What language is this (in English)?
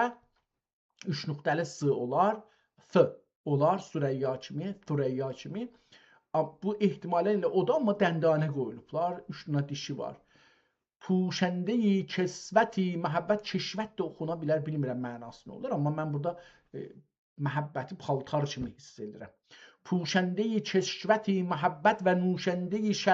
South Azerbaijani